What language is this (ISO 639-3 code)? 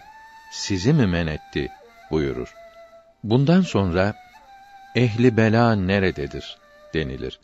tur